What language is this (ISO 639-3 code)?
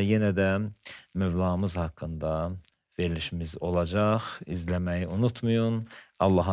aze